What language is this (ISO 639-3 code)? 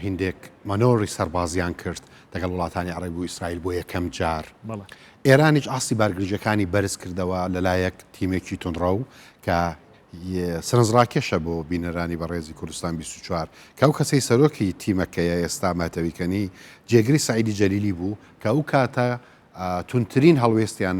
ckb